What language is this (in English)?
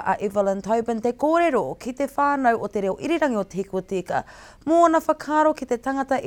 Māori